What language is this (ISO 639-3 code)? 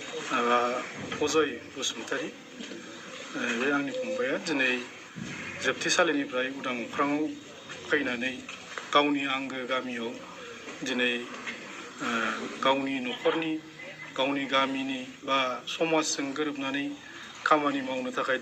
brx